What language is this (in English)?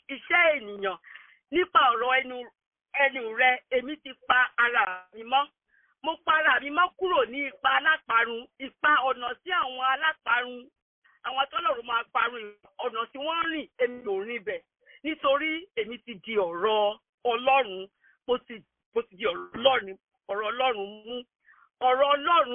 Yoruba